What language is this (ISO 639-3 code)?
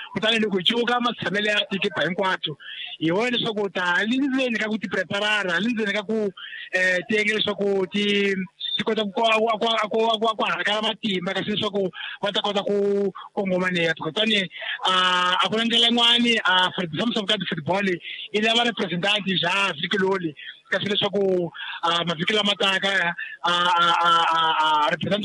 tso